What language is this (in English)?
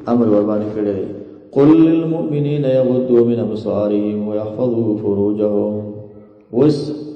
Pashto